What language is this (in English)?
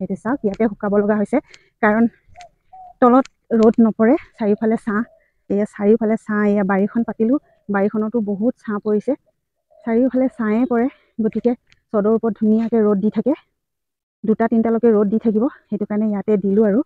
Assamese